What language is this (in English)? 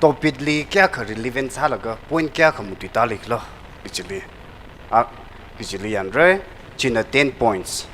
Tangkhul Naga (India)